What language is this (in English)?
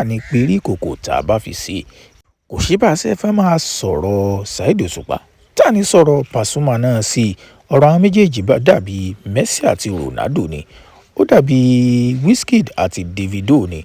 Yoruba